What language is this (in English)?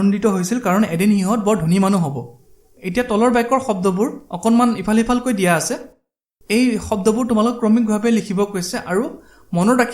Assamese